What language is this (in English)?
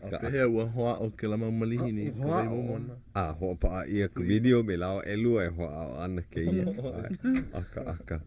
Hawaiian